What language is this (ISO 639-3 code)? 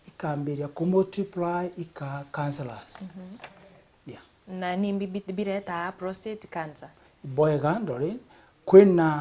mer